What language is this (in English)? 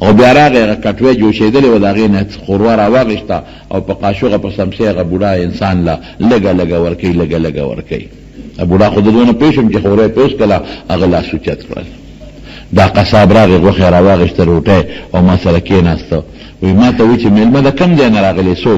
Pashto